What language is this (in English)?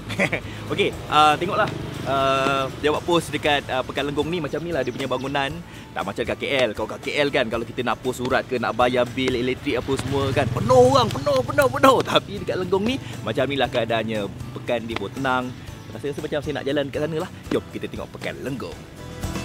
Malay